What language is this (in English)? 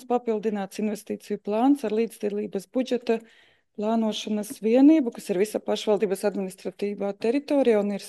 Latvian